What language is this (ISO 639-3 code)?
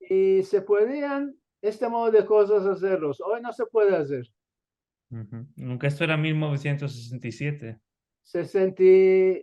lad